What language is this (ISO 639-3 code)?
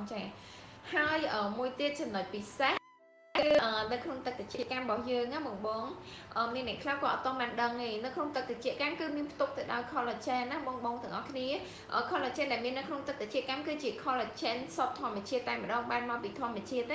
khm